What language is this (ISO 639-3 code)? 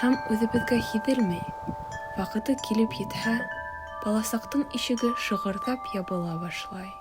bak